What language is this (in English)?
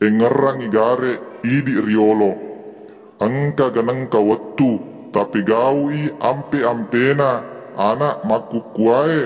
Buginese